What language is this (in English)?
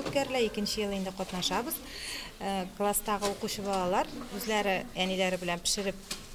Tatar